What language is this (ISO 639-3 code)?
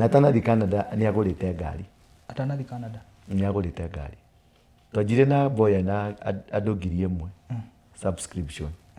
kik